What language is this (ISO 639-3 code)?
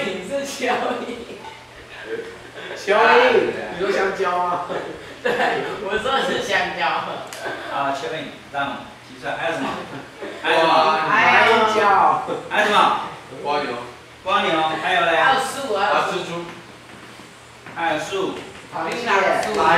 zho